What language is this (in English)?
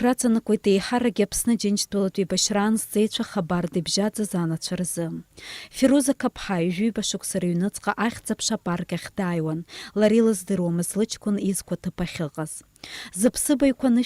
Abkhazian